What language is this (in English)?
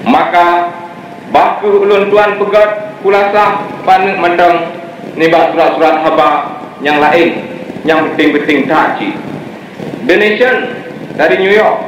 Achinese